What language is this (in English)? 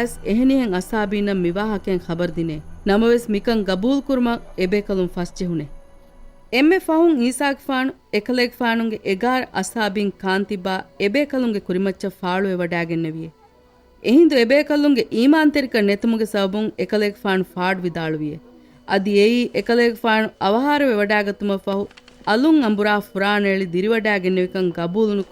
Divehi